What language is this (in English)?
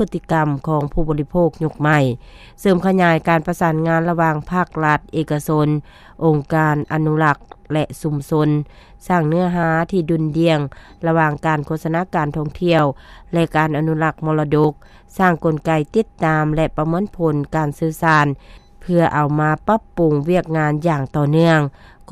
Lao